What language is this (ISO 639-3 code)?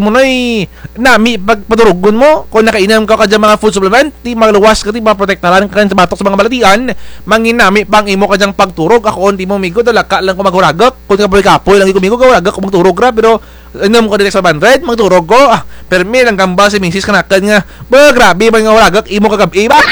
krj